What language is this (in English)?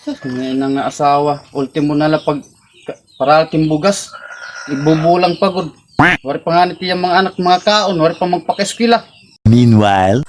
Waray